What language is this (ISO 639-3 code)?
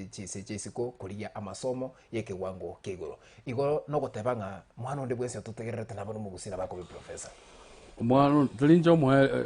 guz